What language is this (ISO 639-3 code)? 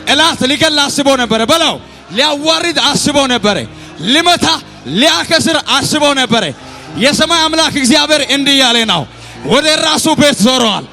amh